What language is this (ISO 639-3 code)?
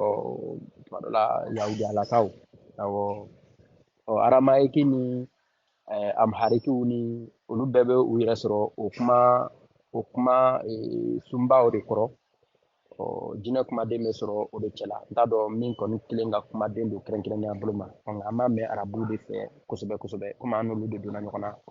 bam